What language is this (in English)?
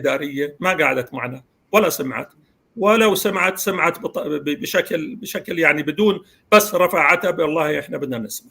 North Levantine Arabic